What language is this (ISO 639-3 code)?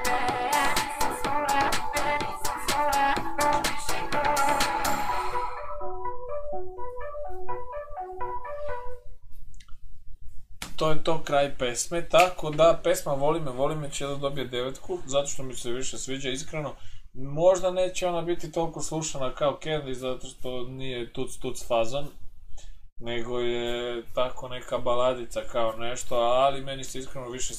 srp